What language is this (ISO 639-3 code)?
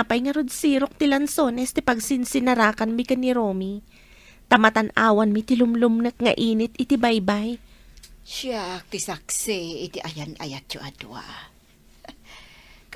ilo